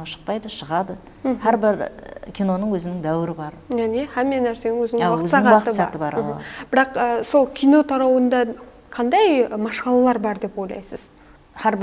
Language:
Kara-Kalpak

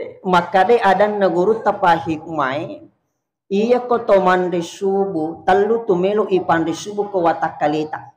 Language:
Buginese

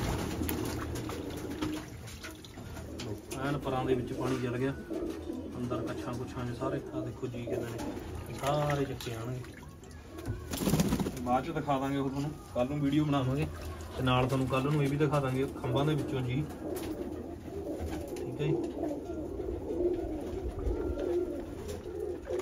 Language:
Punjabi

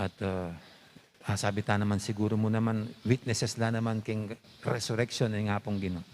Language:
Pampanga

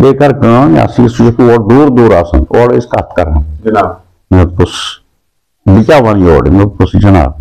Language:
Kashmiri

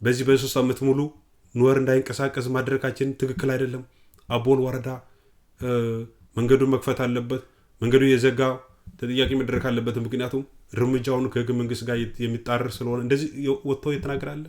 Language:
Amharic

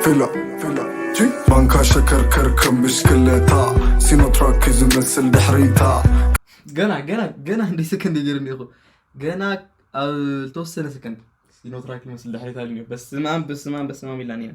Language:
Tigrinya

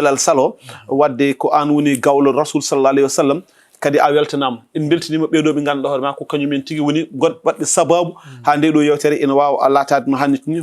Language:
Fula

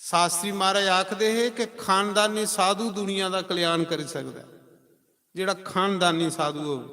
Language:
Dogri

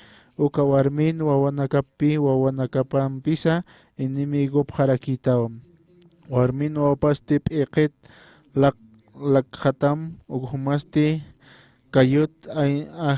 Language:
Aymara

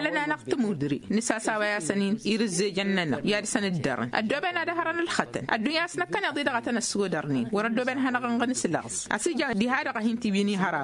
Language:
Tamasheq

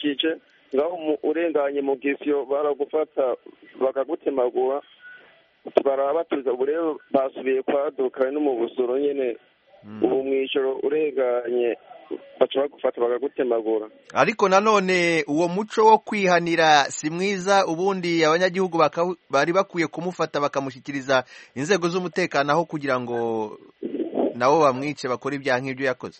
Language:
Kinyarwanda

